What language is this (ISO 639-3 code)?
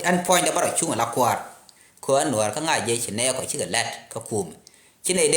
nus